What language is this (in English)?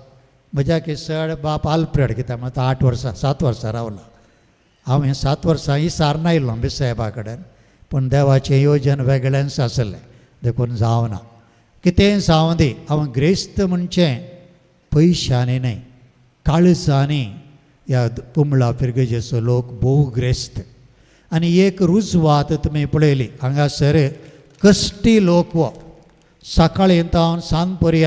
Konkani